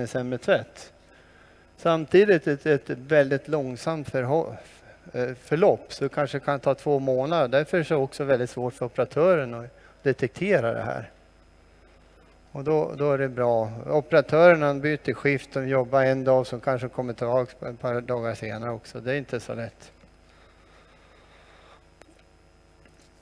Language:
Swedish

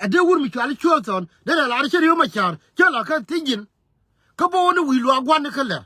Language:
Nuer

